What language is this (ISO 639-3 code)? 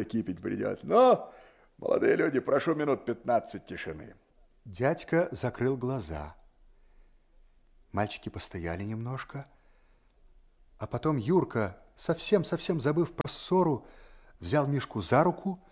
rus